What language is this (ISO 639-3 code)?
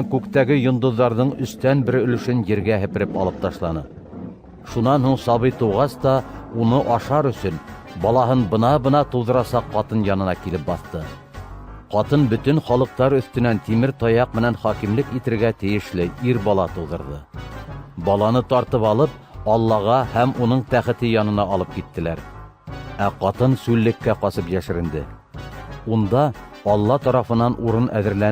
bak